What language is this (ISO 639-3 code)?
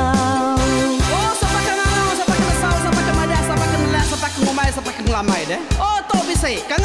iba